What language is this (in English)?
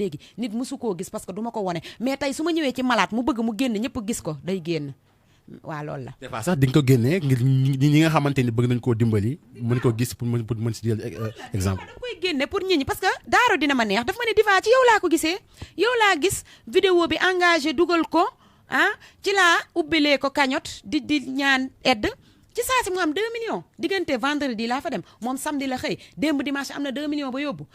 Wolof